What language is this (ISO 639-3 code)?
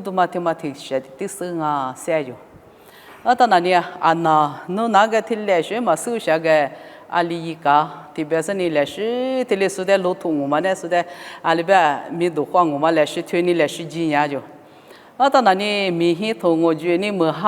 lis